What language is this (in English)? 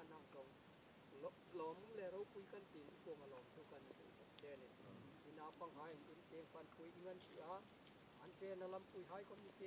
Hmar